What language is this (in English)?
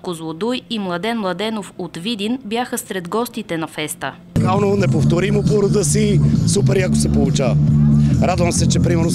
Bulgarian